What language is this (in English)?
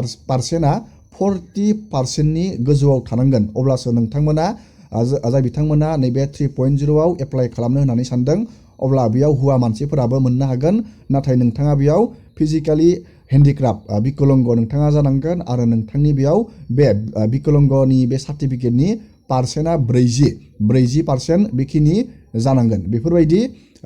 Bodo